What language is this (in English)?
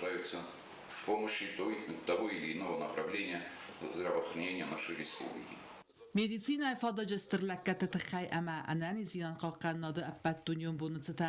Ossetic